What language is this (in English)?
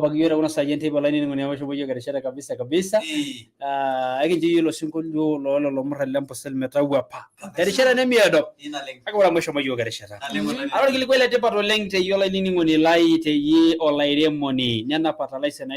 Masai